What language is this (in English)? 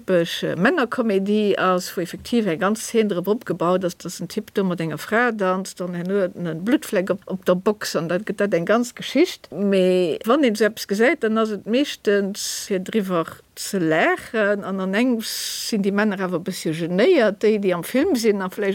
Luxembourgish